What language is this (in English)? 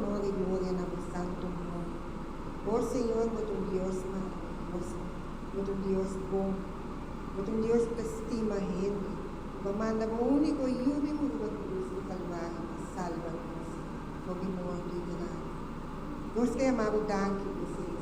Papiamento